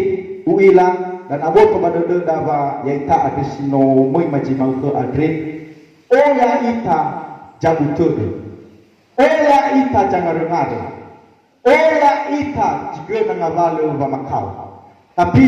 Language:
Nias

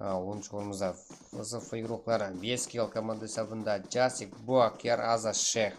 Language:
Kara-Kalpak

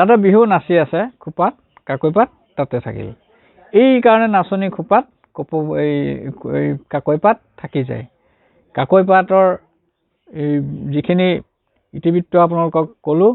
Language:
Assamese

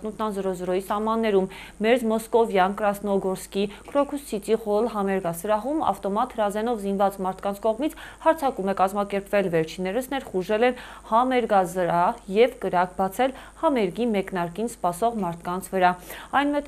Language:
Armenian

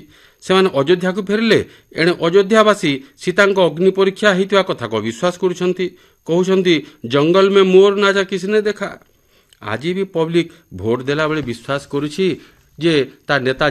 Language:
Odia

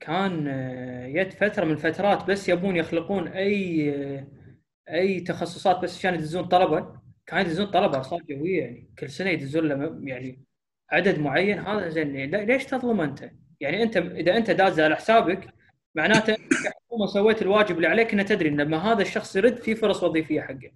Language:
Gulf Arabic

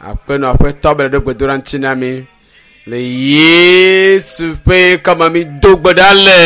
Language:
Ewe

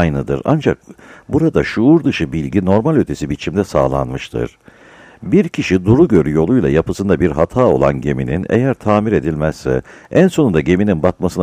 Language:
Turkish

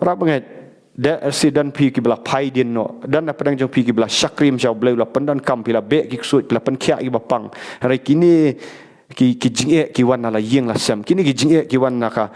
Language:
Khasi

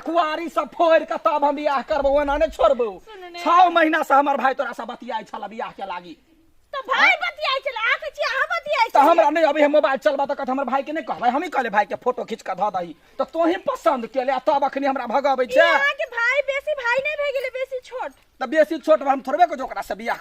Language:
Maithili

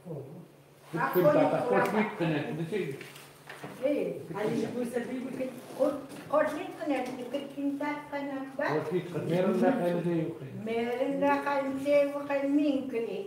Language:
Chukot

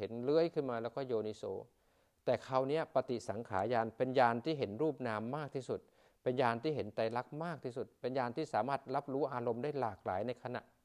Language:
Thai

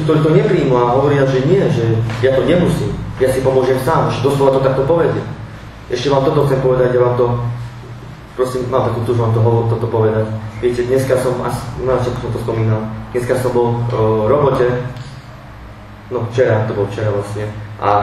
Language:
Slovak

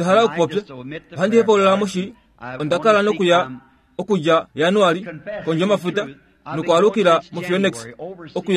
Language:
Kuanyama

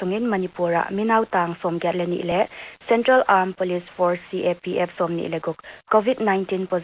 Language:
Paite Chin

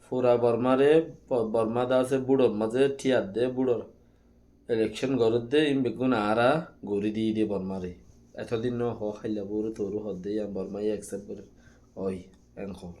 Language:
Rohingya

